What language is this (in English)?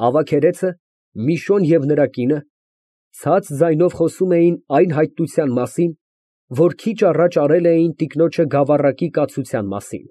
Armenian